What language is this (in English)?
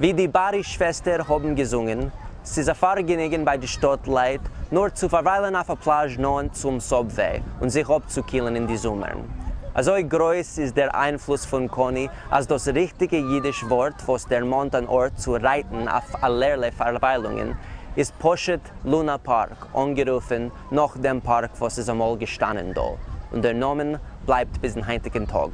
Yiddish